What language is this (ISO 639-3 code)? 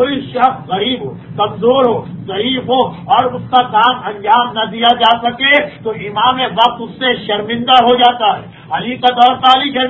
urd